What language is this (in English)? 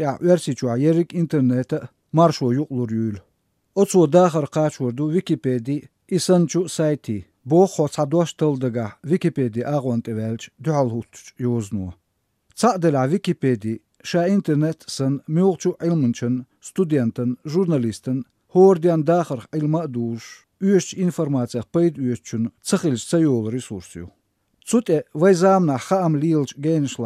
Chechen